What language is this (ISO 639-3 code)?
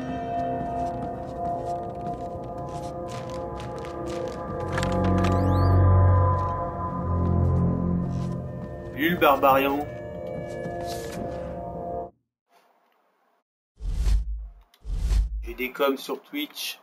fra